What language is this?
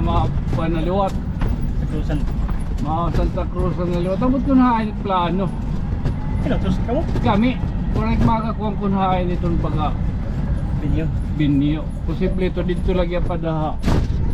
Waray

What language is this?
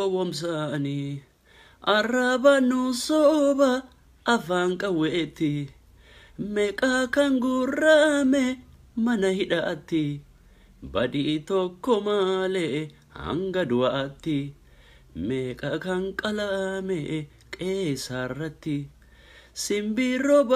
Oromo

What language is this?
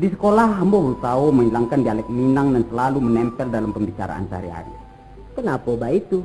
Minangkabau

